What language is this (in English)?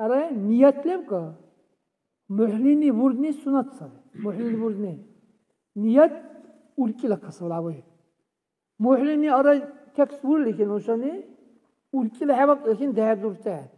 Dargwa